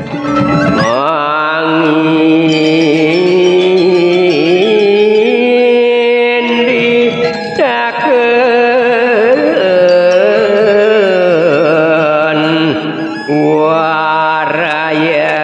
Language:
Balinese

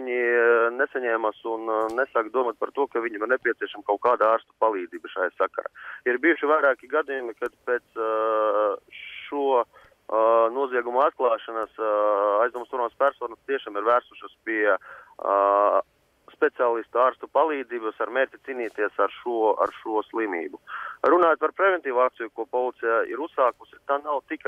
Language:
Latvian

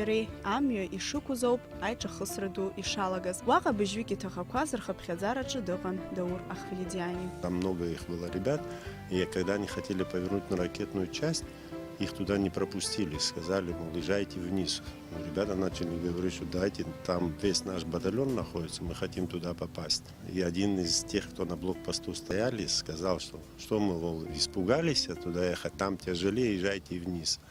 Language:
Abkhazian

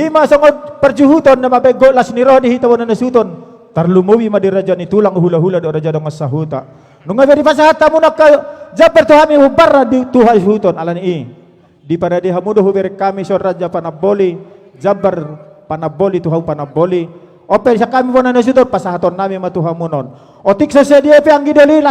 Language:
Batak Toba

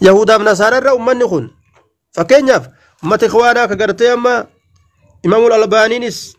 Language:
Oromo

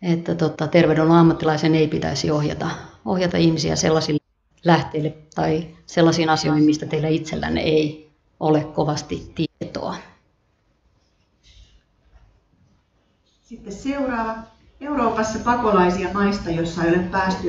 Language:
Finnish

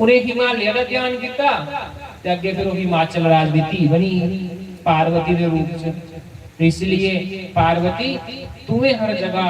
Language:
Dogri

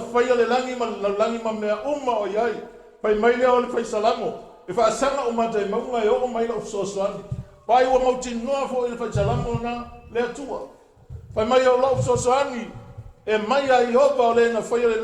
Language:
Samoan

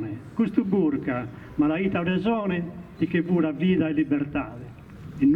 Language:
Sardinian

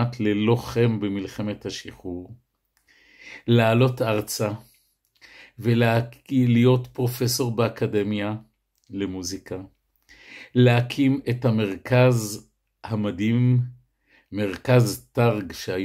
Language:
Hebrew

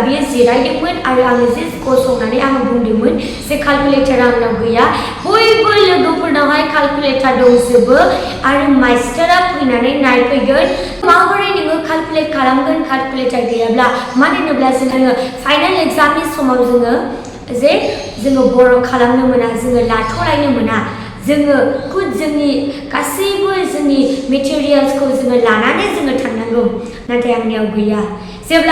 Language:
Bodo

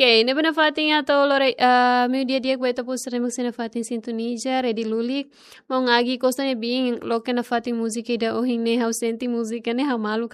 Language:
Tetum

